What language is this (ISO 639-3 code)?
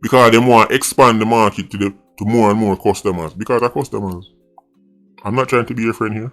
jam